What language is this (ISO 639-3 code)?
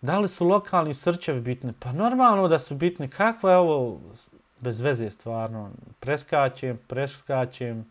bos